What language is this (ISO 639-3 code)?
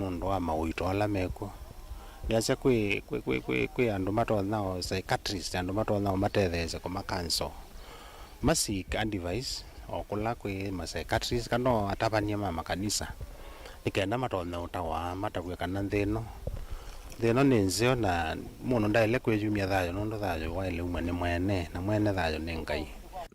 kam